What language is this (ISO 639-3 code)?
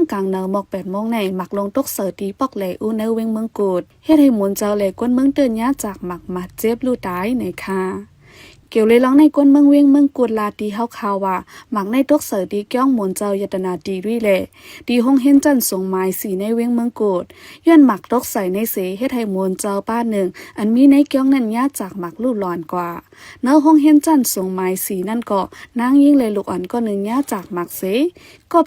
shn